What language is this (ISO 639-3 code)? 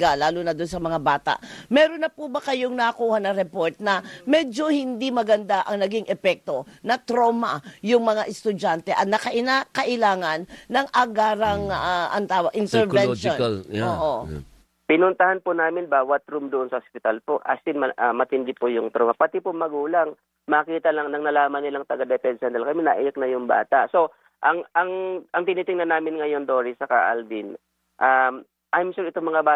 fil